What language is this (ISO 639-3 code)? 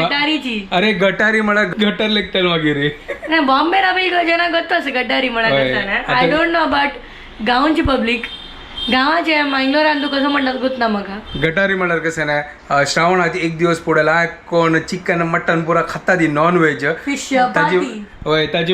kok